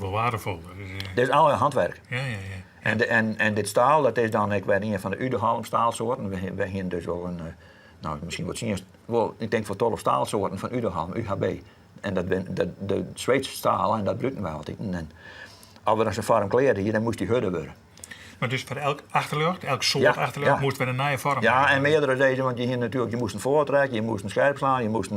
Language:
Western Frisian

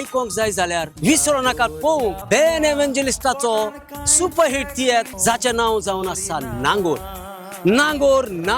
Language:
Konkani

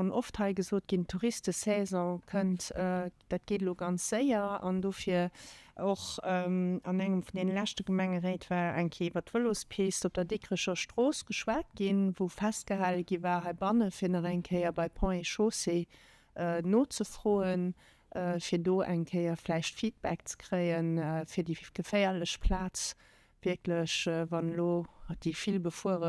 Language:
Luxembourgish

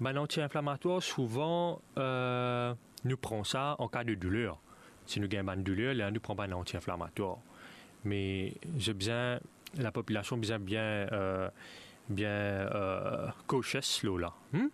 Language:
Morisyen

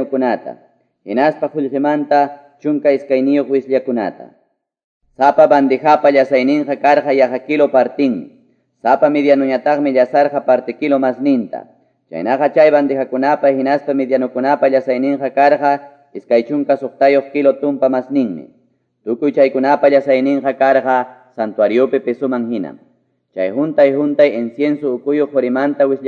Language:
Quechua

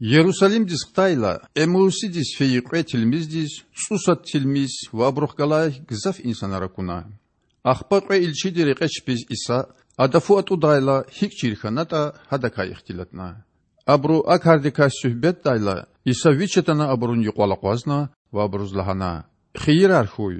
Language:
Lezghian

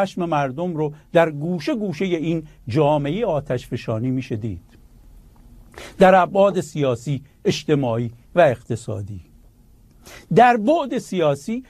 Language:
Persian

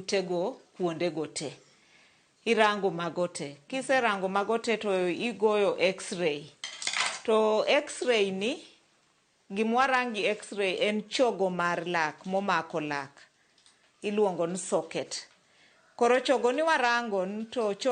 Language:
Luo (Kenya and Tanzania)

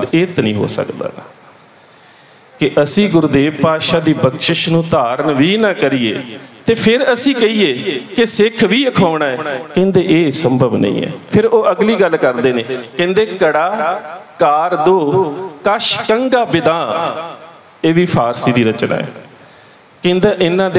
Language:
Punjabi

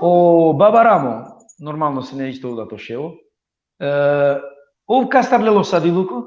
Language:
Balkan Romani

